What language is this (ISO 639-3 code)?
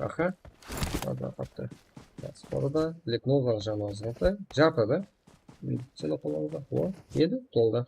kaa